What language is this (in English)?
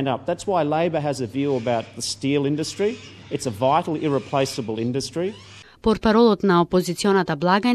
Macedonian